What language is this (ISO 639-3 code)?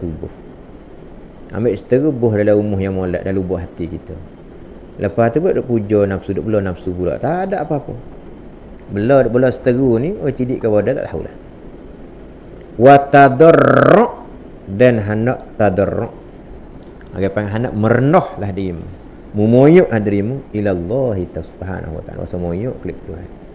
msa